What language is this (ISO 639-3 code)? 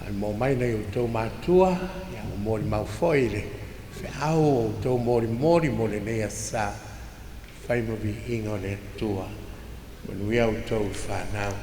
smo